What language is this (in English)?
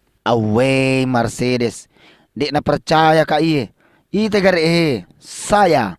Buginese